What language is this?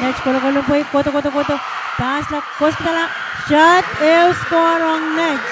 Pohnpeian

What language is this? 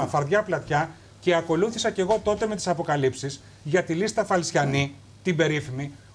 Greek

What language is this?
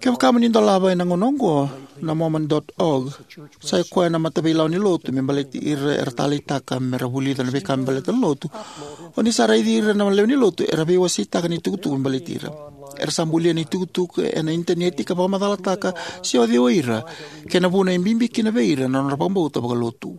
Fijian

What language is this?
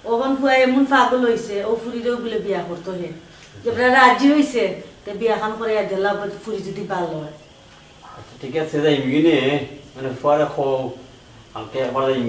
Sylheti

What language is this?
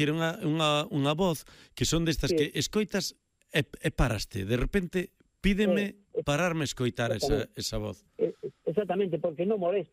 Galician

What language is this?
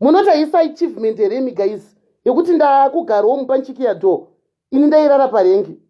Shona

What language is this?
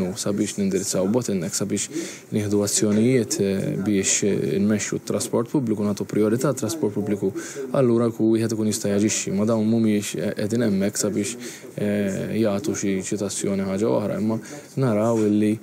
Maltese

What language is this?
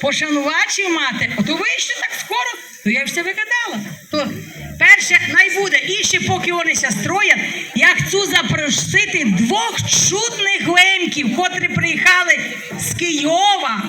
Rusyn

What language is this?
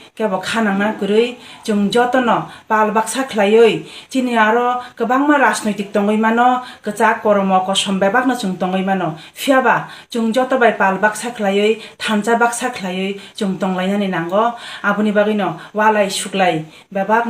Kok Borok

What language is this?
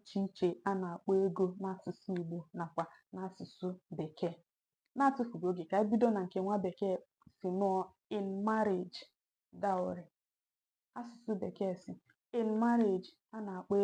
Igbo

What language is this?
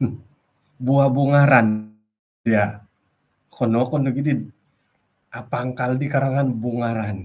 Central Dusun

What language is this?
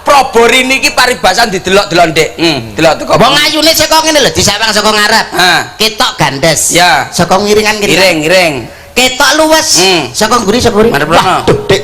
Javanese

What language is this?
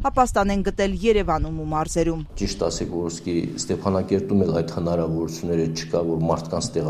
Armenian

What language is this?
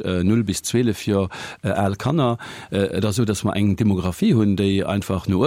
Luxembourgish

